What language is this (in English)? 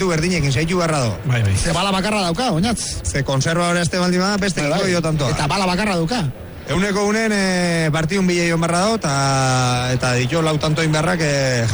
Basque